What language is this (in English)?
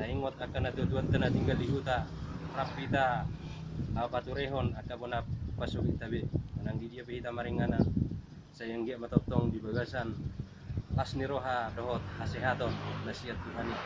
Batak Toba